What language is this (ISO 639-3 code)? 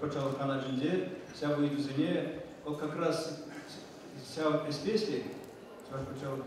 chv